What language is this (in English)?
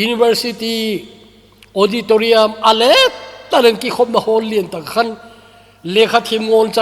Thado Chin